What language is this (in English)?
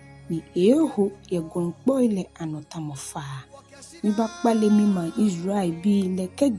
Ga